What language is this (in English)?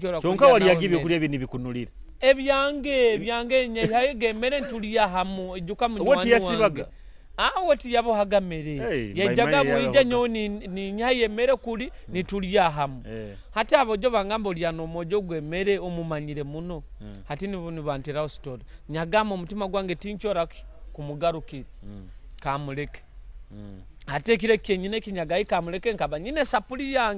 Nyoro